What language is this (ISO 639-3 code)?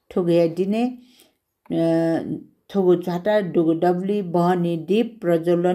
new